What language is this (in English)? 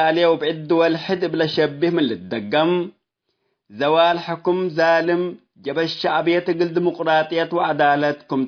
Tigre